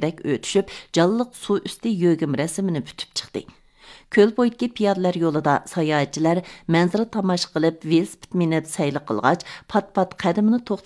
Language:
Uyghur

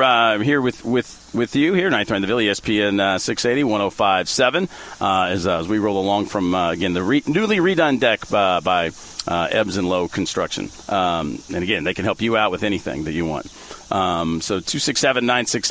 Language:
English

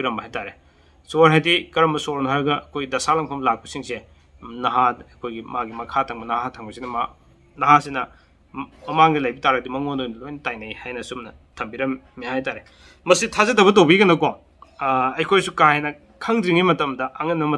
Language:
Manipuri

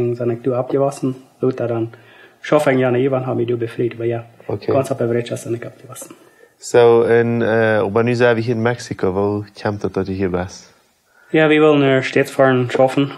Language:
Plautdietsch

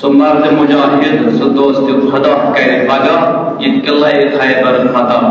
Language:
Kashmiri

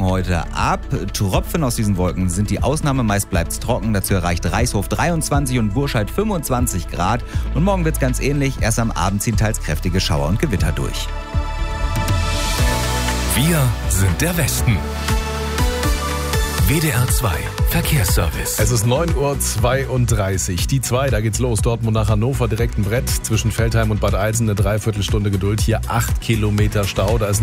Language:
German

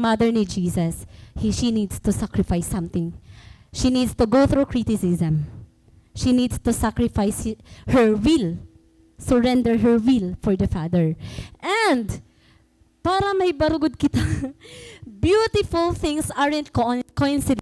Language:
Waray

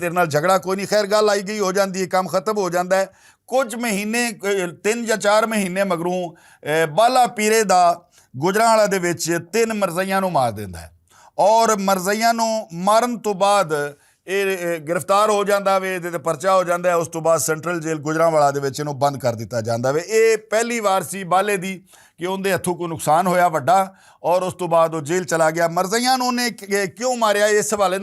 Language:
Western Panjabi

